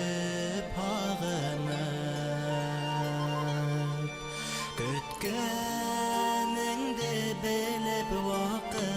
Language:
Bashkir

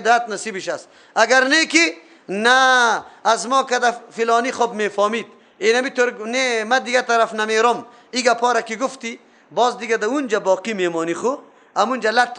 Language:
Persian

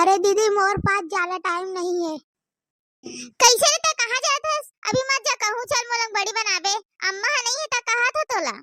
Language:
Chhattisgarhi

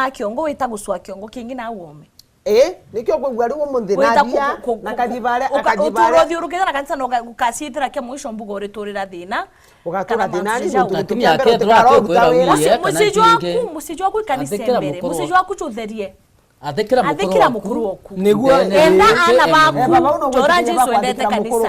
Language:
Meru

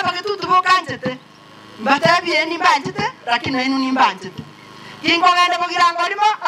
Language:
Gusii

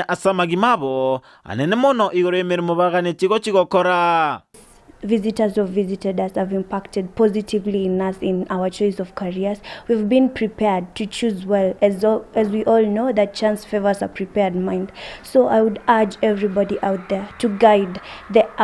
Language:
Gusii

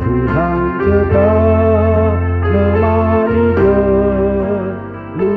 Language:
Batak Karo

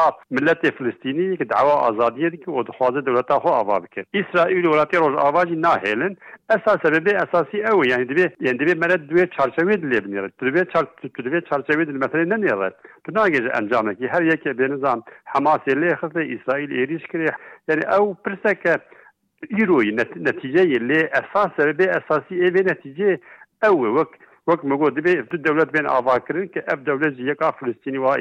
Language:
Kurdish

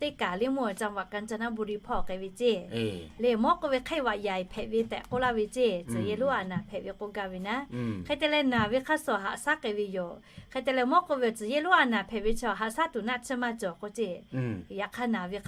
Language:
Lahu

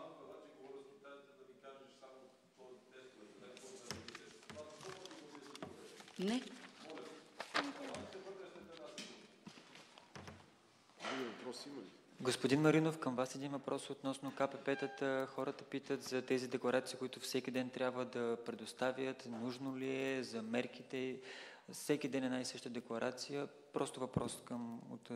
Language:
Bulgarian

